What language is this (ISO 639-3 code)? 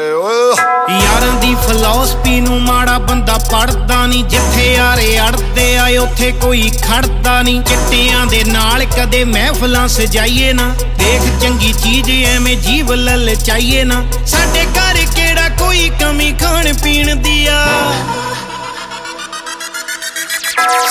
pan